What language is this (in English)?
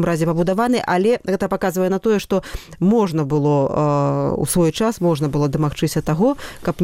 Belarusian